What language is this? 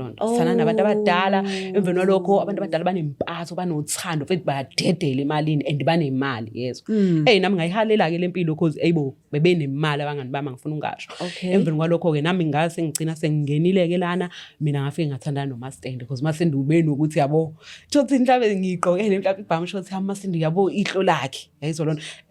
Zulu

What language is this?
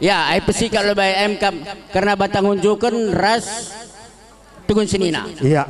Batak Karo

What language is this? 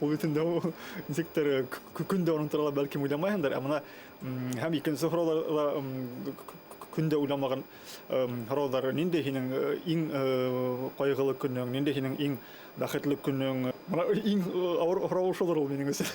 Bashkir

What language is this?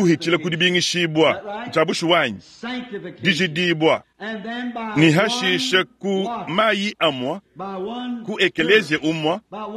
Luba-Lulua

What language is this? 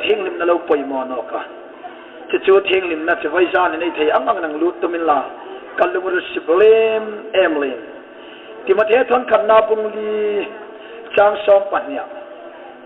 Hmar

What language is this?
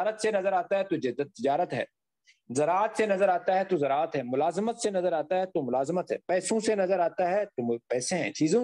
Urdu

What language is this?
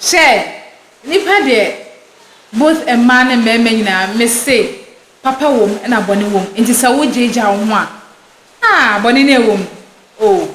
Akan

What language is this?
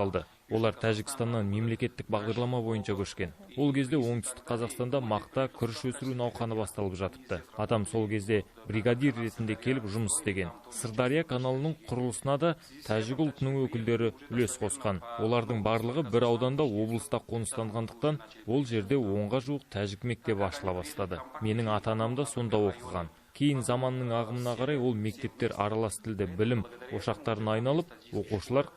Kazakh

